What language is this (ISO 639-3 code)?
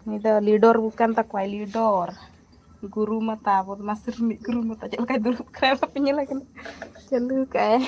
sat